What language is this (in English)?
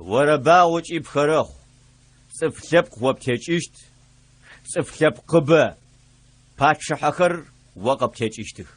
Adyghe